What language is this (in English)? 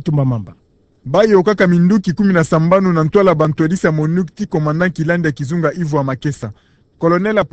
Kituba (Democratic Republic of Congo)